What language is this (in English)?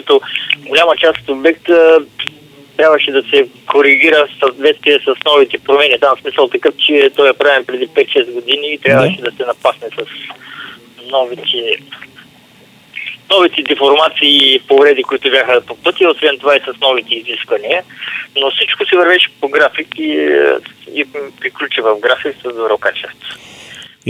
Bulgarian